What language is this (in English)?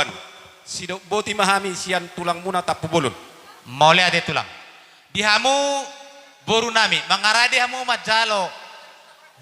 Batak Toba